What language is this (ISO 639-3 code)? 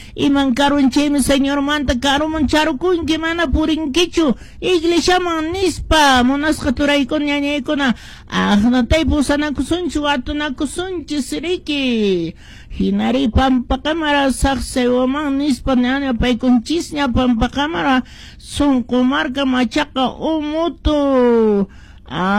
que